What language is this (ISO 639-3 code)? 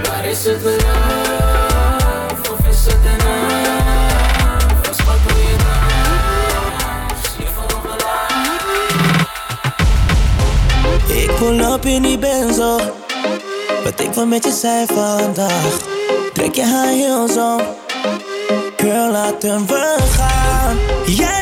nld